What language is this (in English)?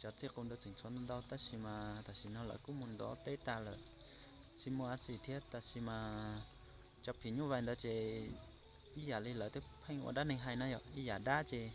Hmong